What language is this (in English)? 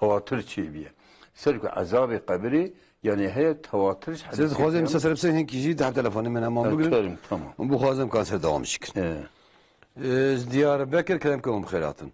Kurdish